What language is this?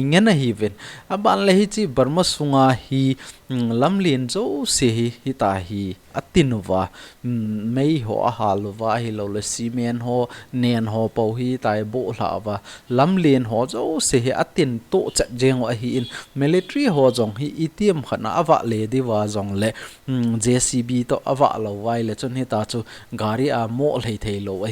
Thado Chin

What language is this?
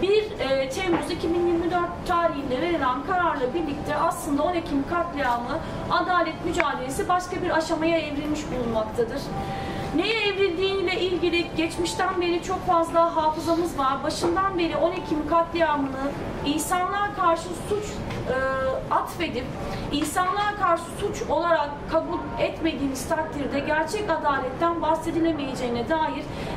Turkish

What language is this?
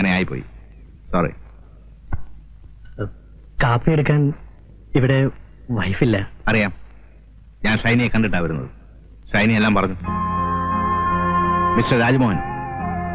Malayalam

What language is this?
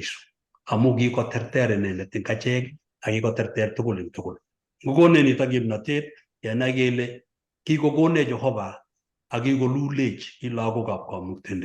Kalenjin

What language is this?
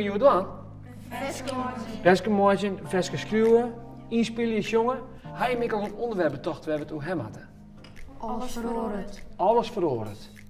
Western Frisian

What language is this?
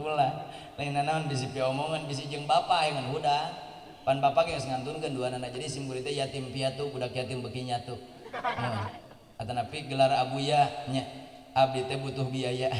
Sundanese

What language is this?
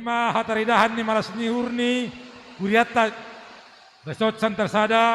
Batak Simalungun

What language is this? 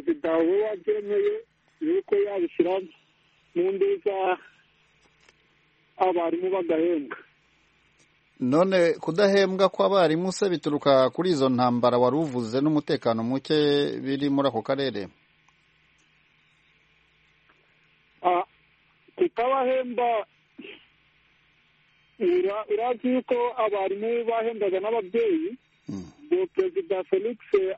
Kinyarwanda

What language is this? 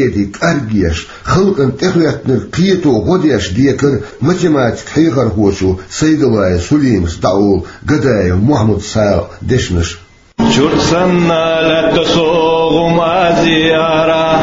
Chechen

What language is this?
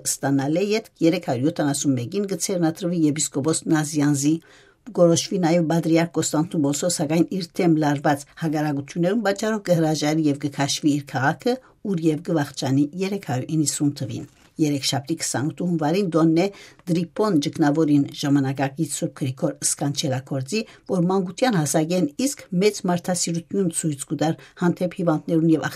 Western Armenian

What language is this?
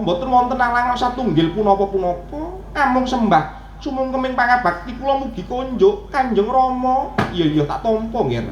Javanese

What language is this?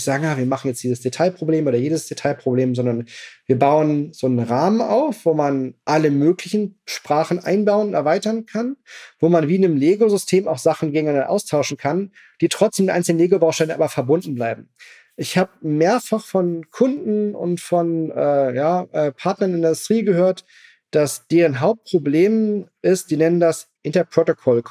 German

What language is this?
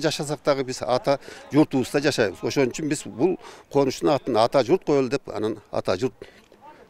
Kyrgyz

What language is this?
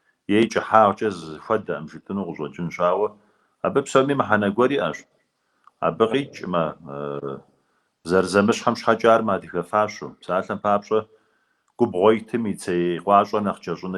Kabardian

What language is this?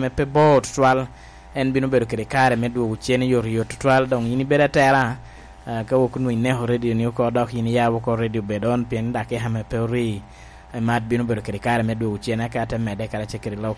Lango (Uganda)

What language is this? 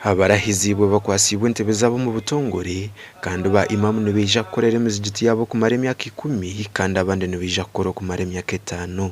Nyankole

